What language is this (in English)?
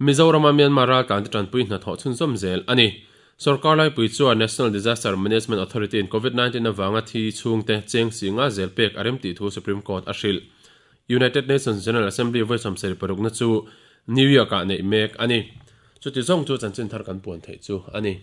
Mizo